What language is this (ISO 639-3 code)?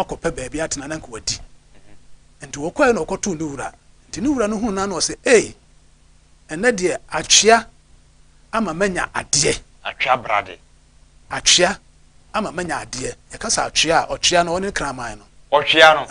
aka